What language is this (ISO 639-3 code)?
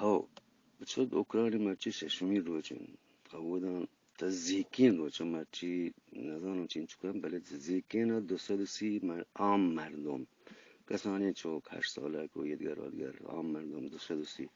bgp